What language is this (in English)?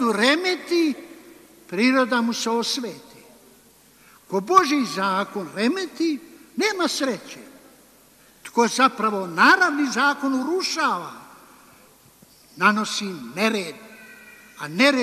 Croatian